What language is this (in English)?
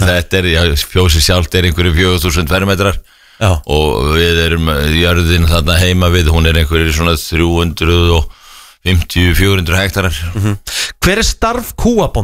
Icelandic